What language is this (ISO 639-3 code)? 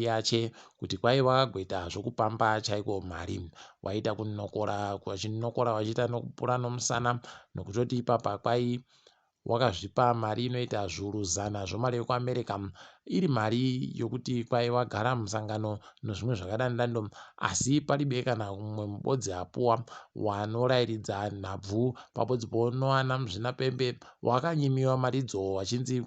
ndc